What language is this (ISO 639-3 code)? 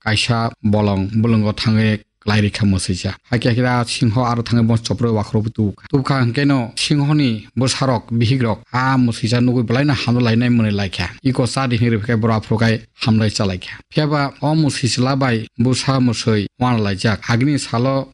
trp